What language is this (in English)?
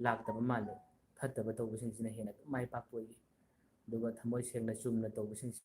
Manipuri